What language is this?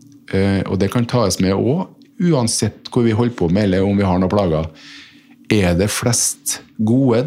Norwegian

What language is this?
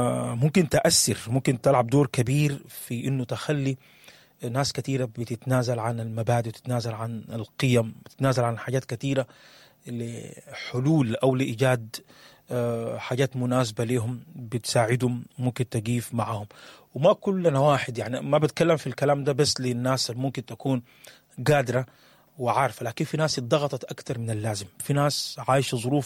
Sudanese Arabic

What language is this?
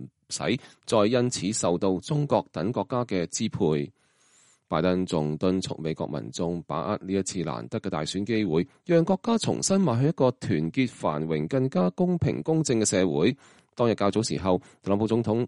Cantonese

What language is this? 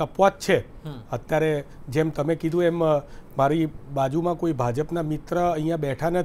Gujarati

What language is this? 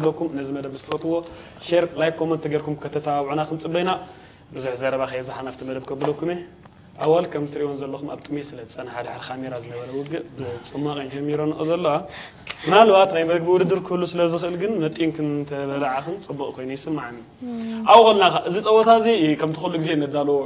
Tigrinya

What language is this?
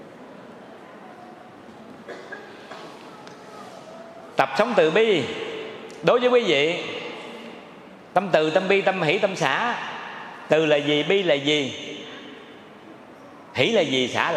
Vietnamese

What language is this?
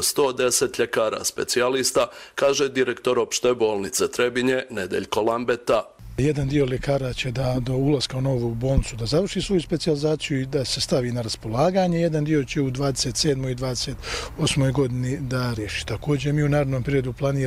Croatian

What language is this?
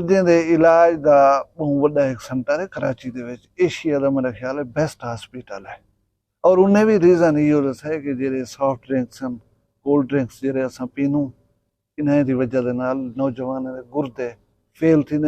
Saraiki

